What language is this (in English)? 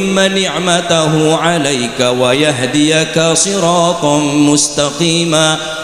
Madurese